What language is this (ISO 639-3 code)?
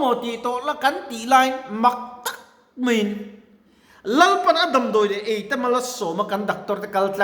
lus